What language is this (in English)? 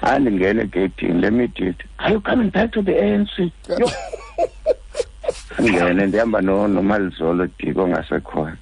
Xhosa